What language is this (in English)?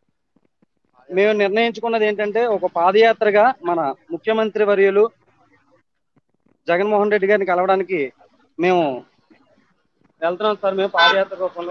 Telugu